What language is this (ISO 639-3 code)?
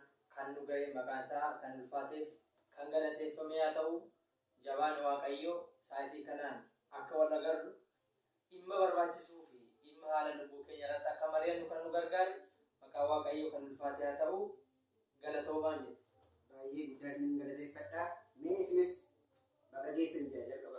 orm